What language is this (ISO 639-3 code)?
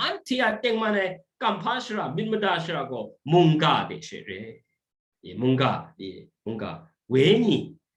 kac